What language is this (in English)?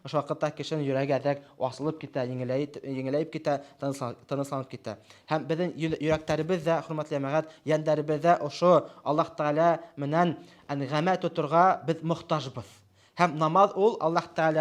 Bashkir